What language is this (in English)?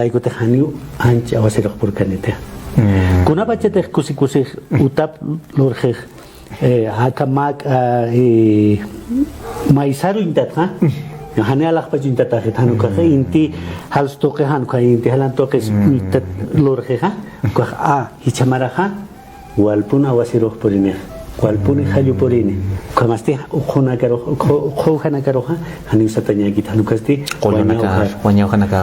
Aymara